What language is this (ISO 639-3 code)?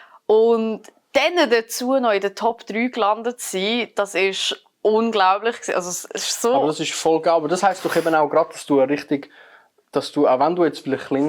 gsw